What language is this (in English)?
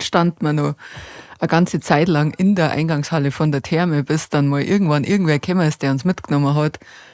Bavarian